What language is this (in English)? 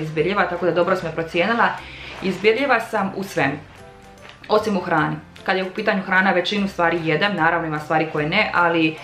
Croatian